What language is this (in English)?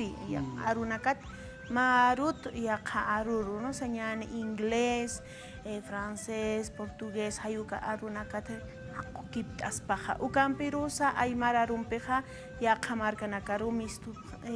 Aymara